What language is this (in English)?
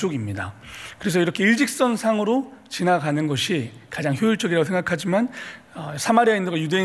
Korean